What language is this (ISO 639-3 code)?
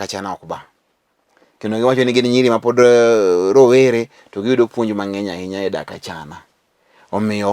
luo